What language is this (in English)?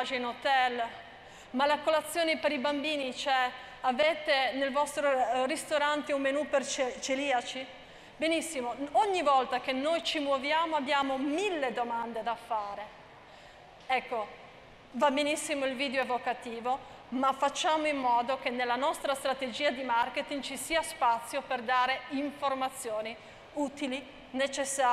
Italian